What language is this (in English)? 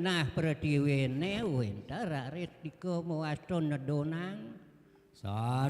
Balinese